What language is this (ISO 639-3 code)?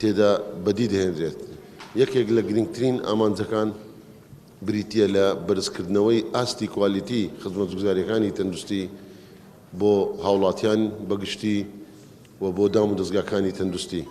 ckb